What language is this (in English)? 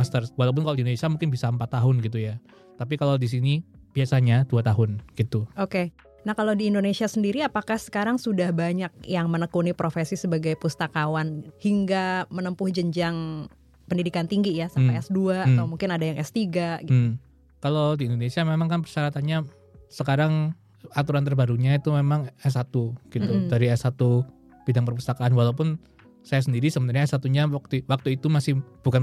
Indonesian